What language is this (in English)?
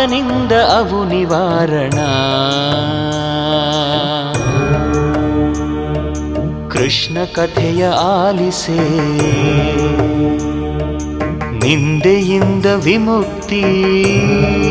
Kannada